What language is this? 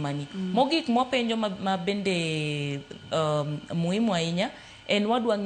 Luo (Kenya and Tanzania)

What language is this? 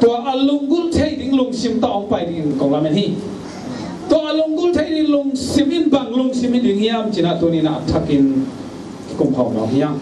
Tedim Chin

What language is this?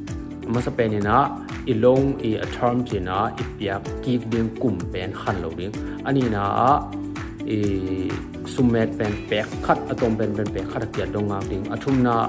Tedim Chin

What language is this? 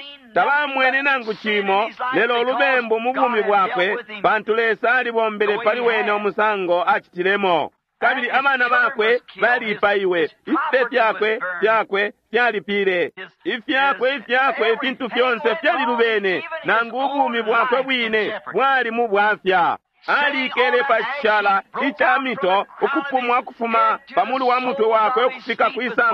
Bemba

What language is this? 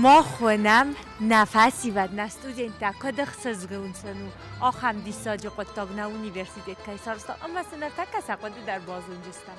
Ossetic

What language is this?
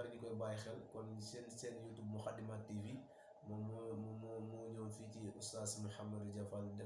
Wolof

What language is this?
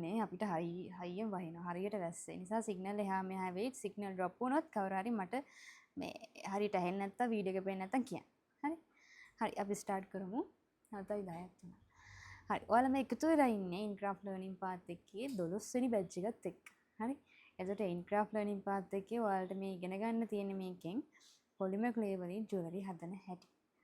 Sinhala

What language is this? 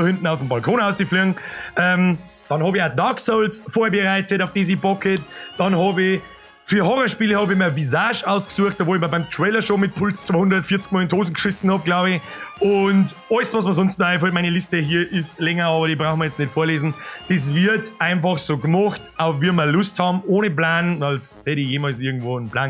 Bavarian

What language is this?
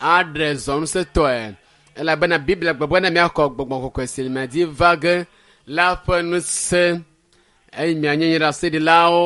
Ewe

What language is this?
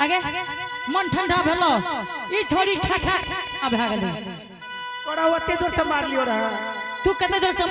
Angika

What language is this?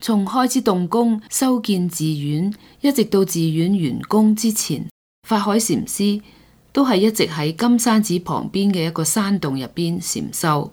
Cantonese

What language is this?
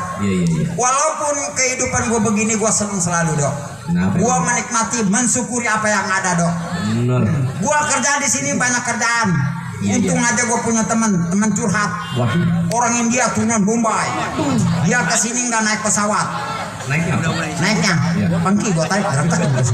Betawi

